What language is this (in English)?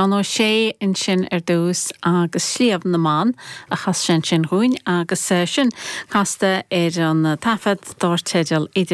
Irish